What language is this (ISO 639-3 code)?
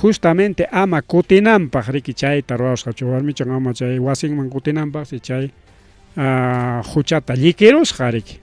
quy